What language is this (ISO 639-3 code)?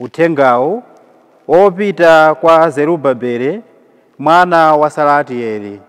nya